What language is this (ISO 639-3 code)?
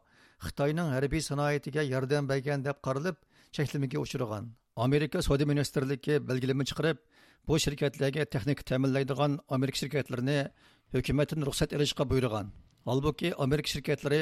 uig